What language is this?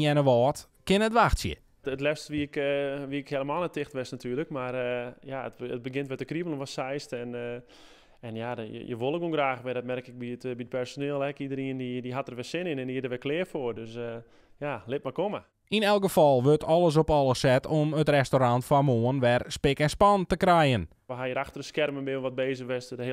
Western Frisian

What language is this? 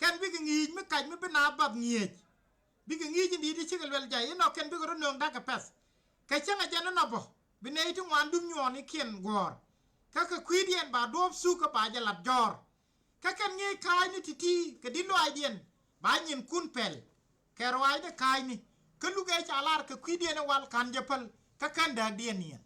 Nuer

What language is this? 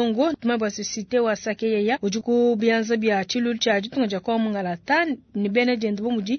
Luba-Lulua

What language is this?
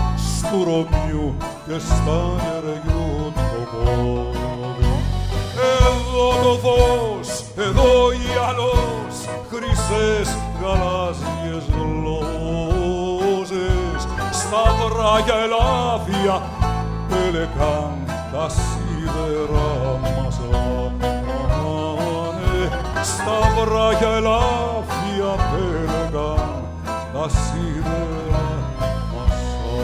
Greek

